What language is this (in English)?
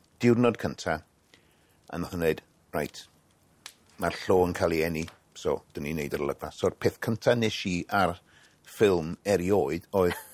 Welsh